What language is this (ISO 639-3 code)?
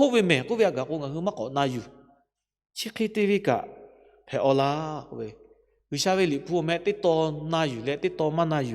lhu